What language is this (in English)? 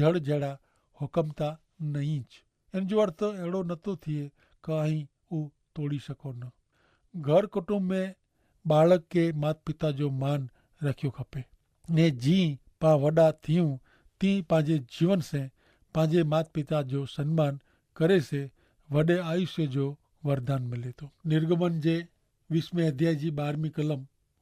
Kachhi